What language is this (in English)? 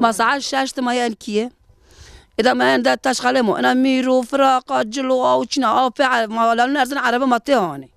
Zaza